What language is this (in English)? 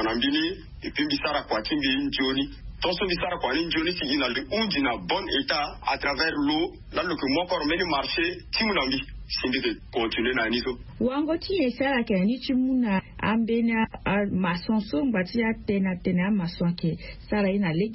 Sango